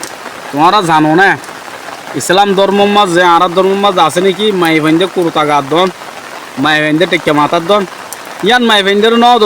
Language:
Rohingya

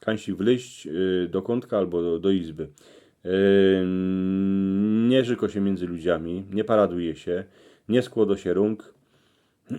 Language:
Silesian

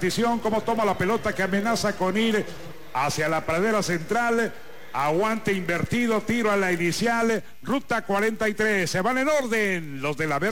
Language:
Spanish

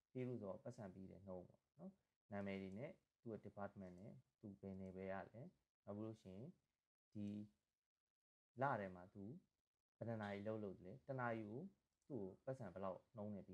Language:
Burmese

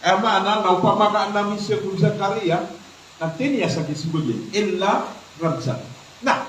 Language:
Maranao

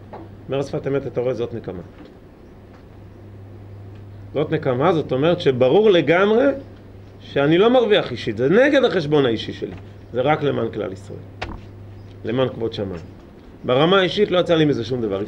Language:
Hebrew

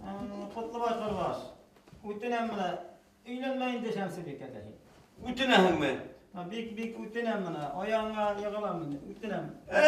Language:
Bashkir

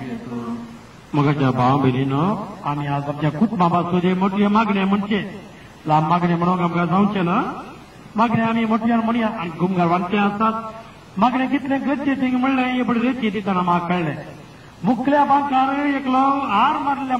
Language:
Konkani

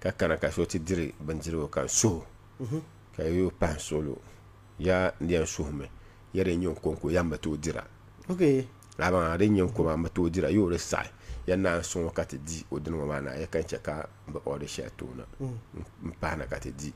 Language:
Dagbani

